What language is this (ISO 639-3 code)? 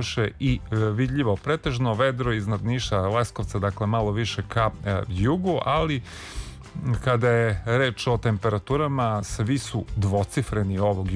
srp